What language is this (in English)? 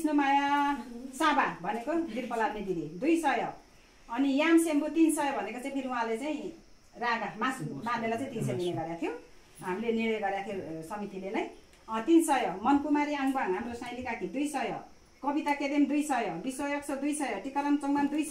Nepali